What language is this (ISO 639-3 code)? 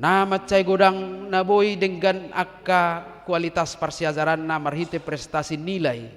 bbc